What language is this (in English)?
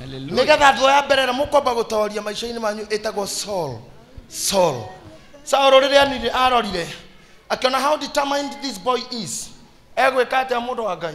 Kikuyu